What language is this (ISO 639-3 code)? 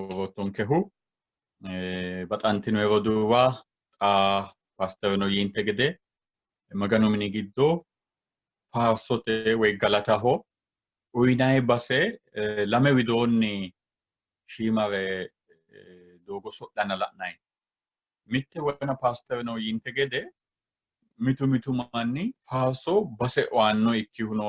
sid